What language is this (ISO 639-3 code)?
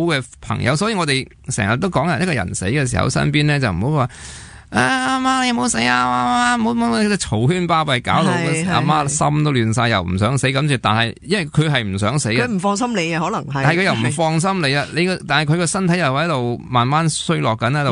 yue